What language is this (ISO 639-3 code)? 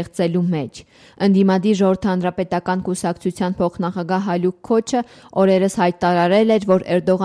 hye